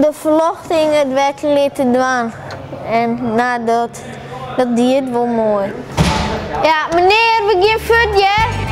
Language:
Western Frisian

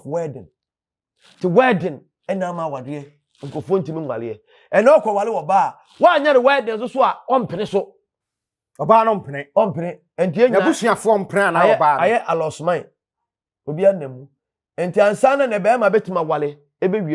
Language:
Akan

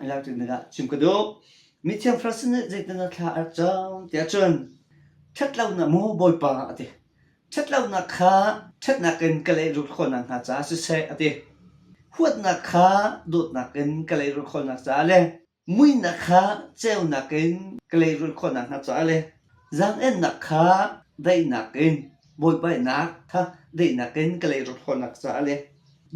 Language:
Hakha Chin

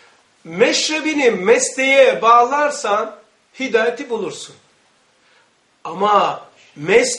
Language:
Turkish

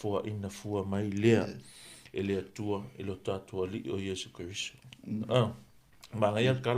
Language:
Samoan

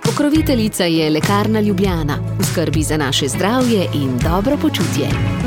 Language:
Slovenian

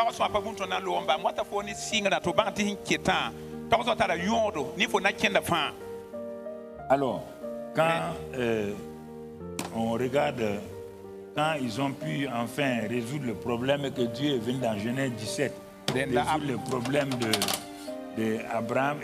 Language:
French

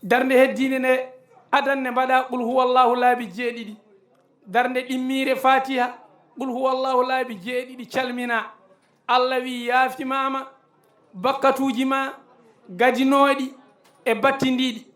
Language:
Fula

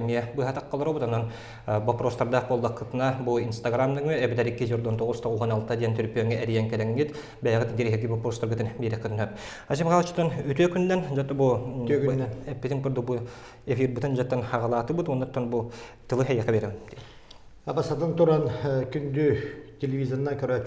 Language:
Yakut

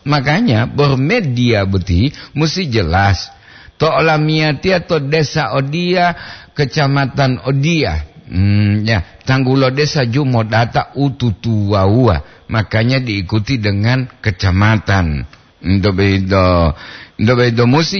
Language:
Gorontalo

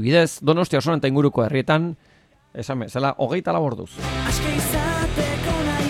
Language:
Basque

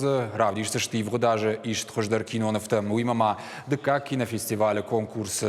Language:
Ossetic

